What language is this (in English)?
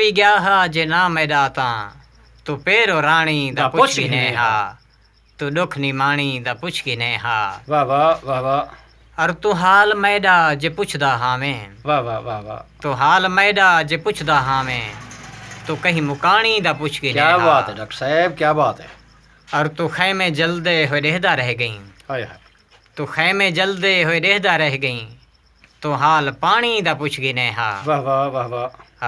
Saraiki